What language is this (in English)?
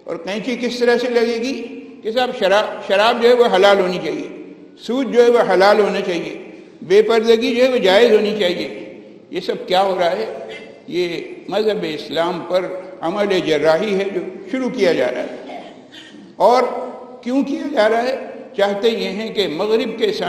Urdu